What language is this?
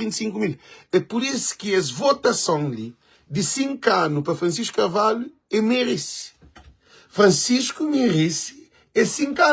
Kabuverdianu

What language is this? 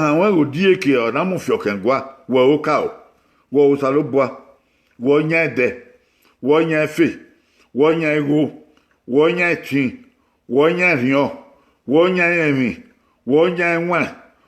Bini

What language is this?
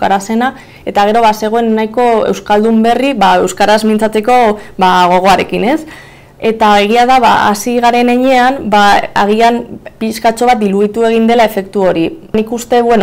Basque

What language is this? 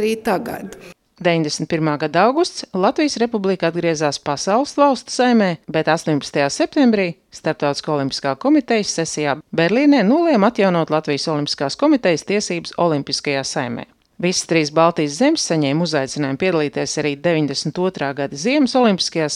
Latvian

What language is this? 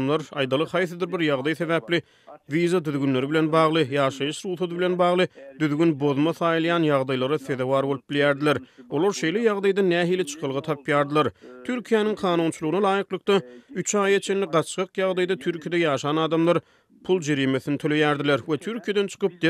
Turkmen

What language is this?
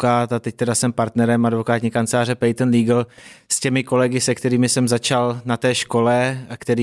Czech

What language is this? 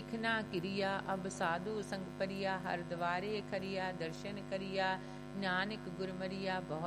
Punjabi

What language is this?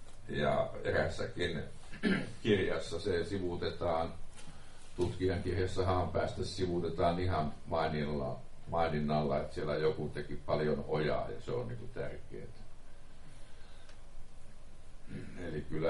Finnish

